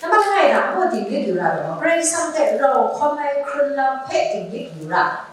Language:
Kachin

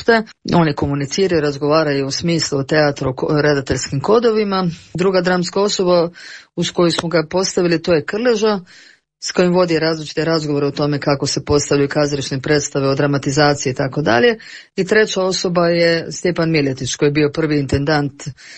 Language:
Croatian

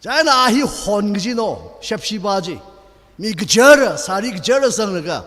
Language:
Tangkhul Naga (India)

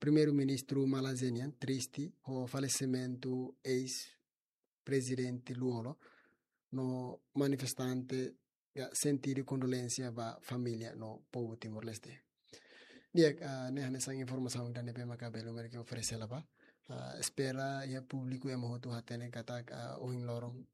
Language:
Tetum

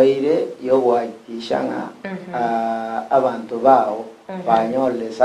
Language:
Gusii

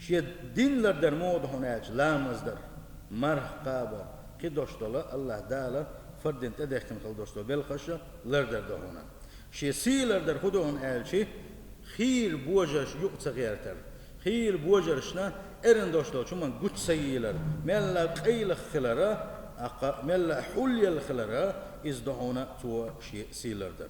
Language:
Chechen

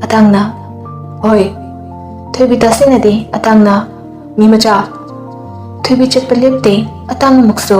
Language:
Manipuri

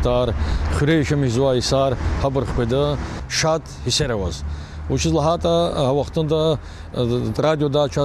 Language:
Lezghian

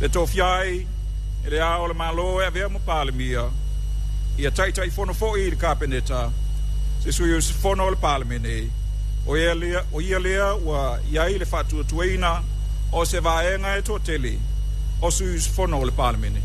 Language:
Samoan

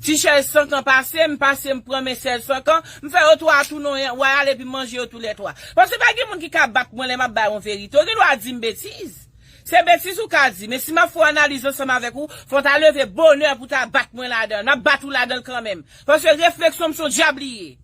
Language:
Haitian Creole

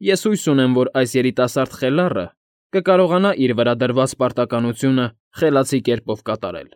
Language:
Armenian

